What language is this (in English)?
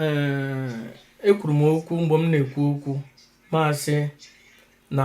Igbo